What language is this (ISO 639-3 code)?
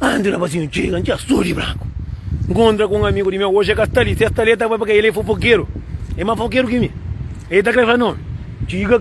kea